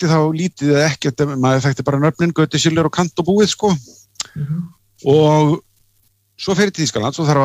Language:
Icelandic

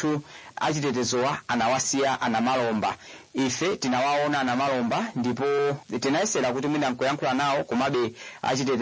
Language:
Nyanja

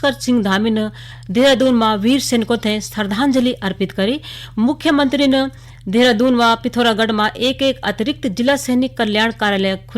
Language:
Garhwali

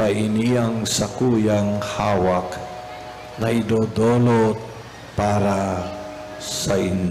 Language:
Bikol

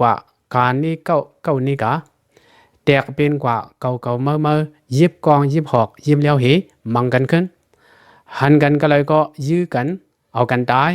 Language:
Lao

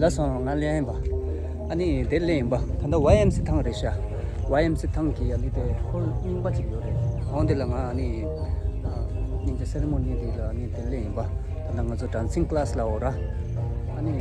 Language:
Tibetan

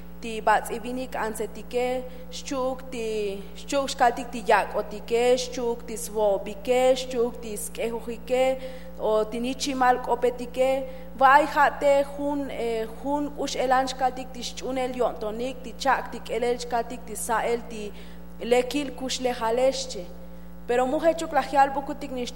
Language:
Tzotzil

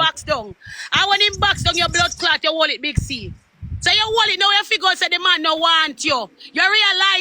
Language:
Jamaican Creole English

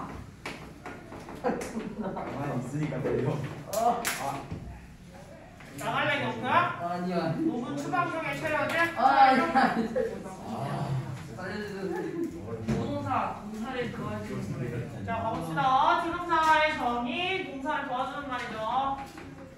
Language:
Korean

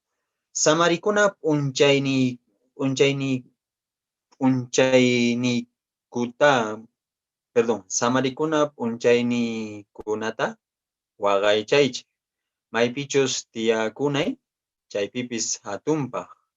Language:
Quechua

